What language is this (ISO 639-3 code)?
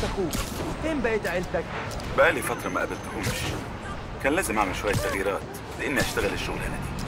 arz